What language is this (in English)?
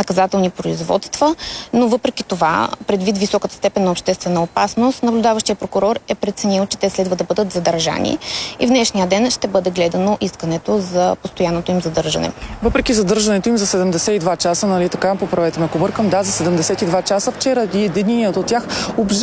Bulgarian